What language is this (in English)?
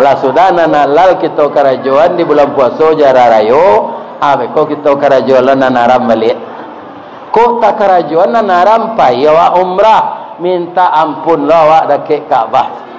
Minangkabau